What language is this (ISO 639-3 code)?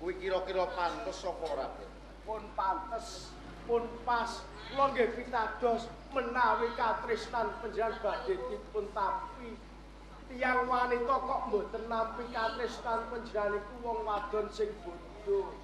jav